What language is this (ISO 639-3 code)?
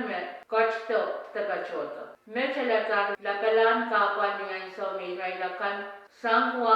pon